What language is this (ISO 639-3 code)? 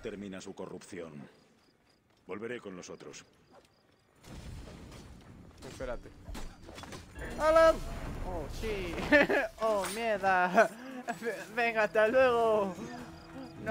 spa